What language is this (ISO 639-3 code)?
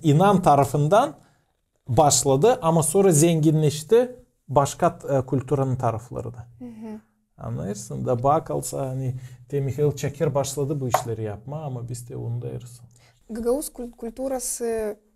gag